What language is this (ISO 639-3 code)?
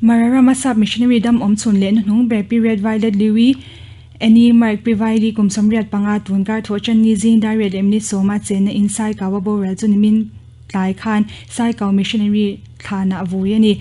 lus